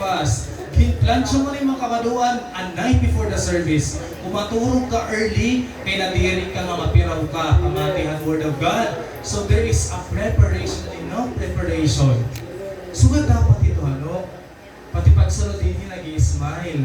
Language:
Waray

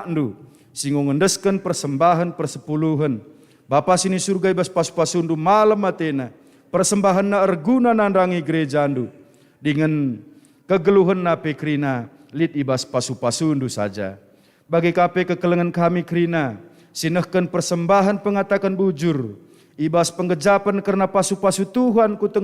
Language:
Batak Karo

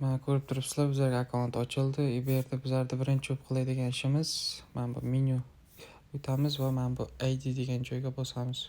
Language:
Uzbek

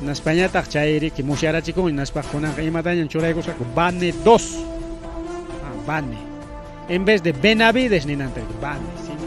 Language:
Ayacucho Quechua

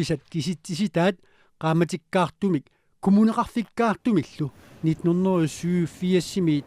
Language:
Kalaallisut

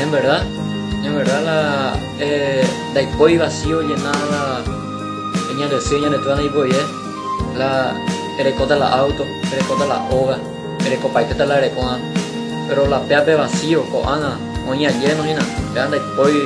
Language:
Guarani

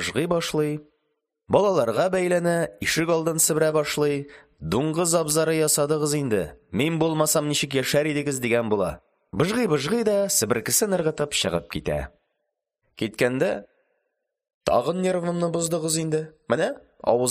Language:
Tatar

